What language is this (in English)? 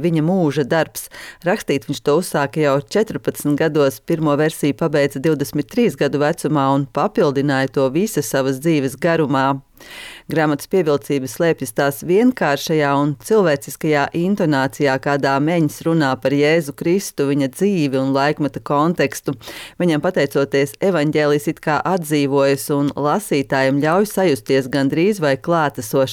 Latvian